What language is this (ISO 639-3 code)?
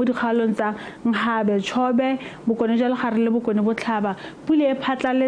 tsn